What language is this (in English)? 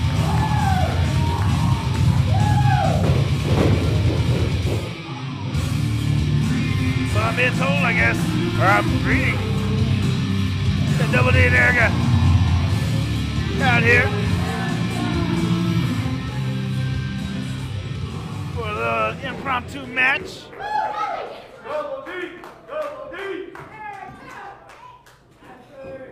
English